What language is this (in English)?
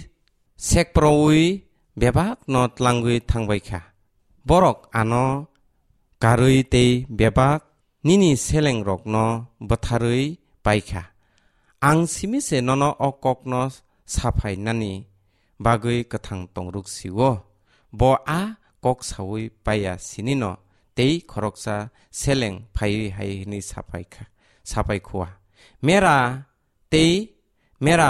Kok Borok